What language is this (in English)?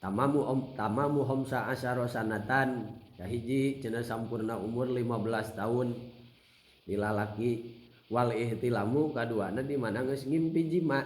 Sundanese